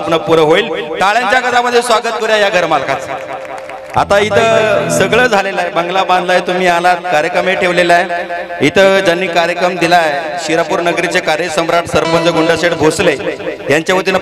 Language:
Marathi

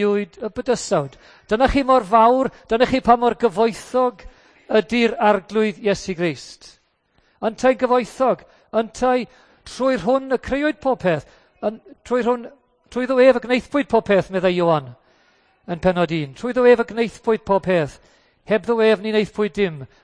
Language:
Welsh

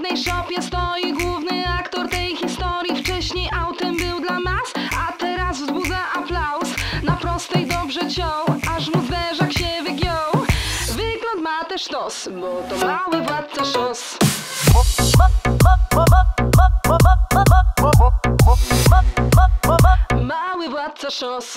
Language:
Polish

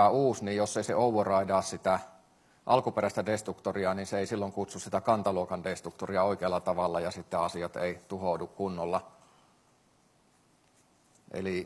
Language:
Finnish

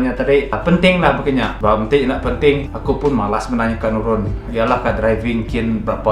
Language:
Iban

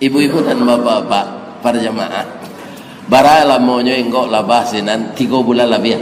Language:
Minangkabau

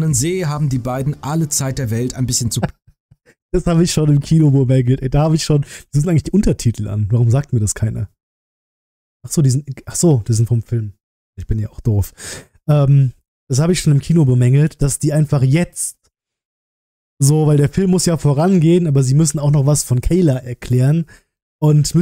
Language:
German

